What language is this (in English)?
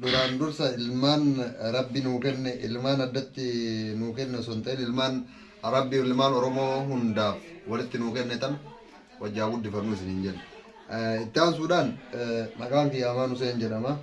Oromo